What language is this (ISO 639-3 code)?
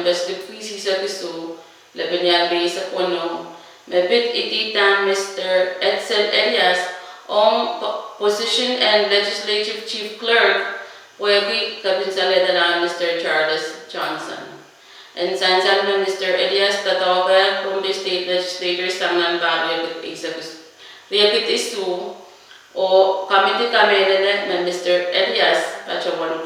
pon